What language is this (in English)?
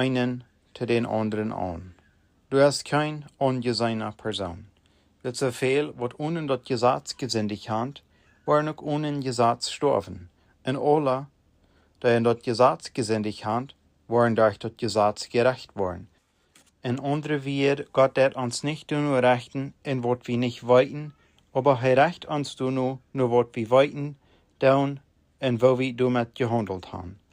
Plautdietsch